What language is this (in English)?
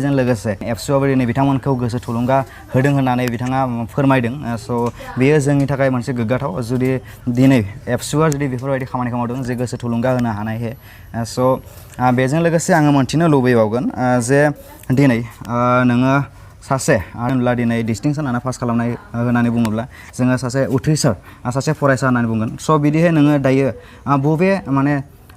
Bodo